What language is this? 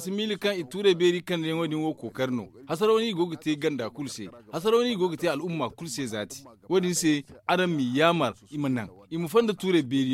Zarma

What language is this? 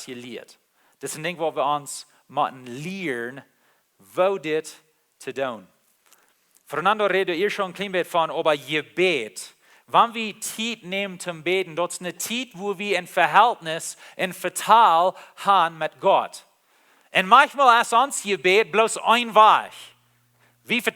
Plautdietsch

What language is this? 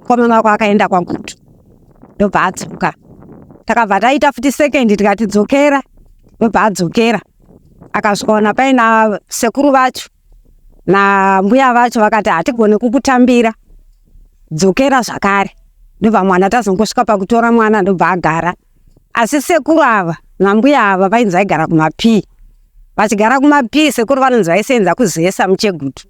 Shona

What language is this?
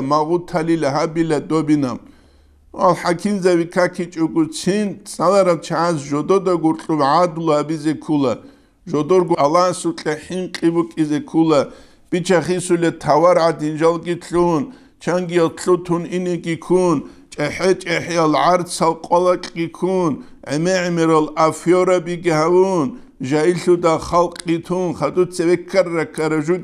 Avaric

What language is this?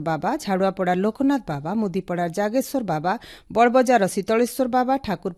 Odia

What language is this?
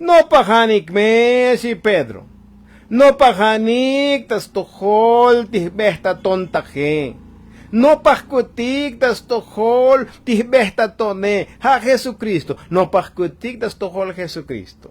Tzotzil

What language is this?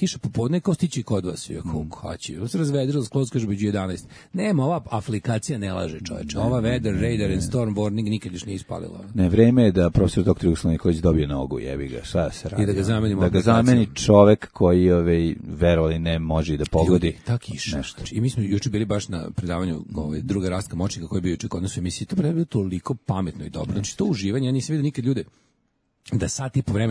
Serbian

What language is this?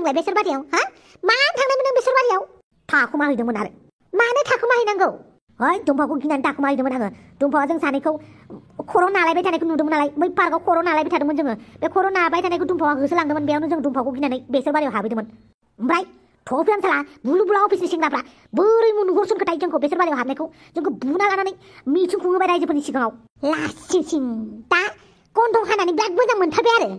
Bodo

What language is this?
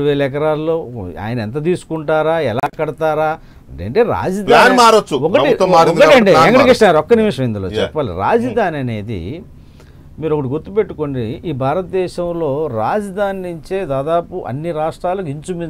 Telugu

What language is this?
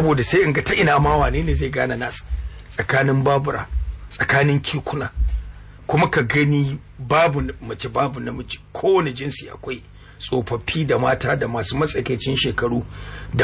Hausa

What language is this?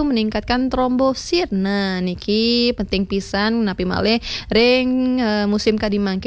Balinese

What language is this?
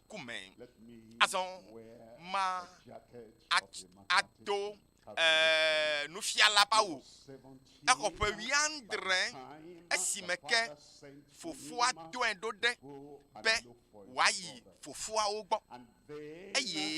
Ewe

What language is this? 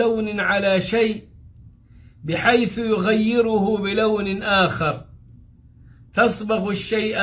Arabic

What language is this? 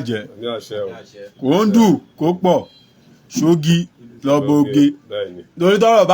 Yoruba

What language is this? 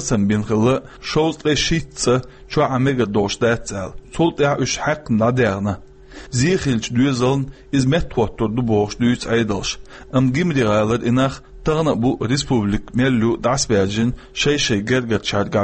Chechen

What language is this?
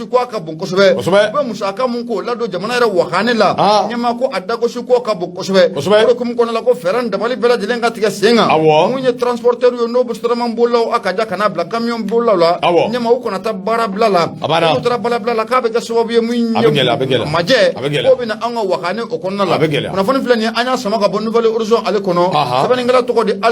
Bambara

